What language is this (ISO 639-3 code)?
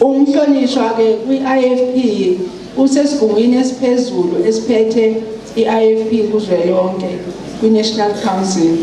zul